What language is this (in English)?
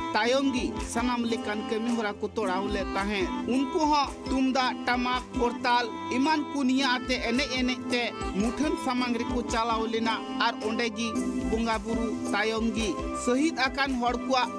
Santali